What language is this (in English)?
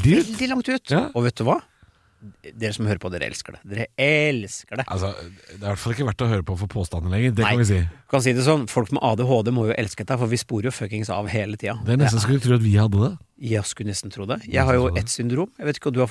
Norwegian